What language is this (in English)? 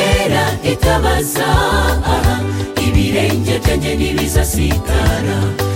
Kinyarwanda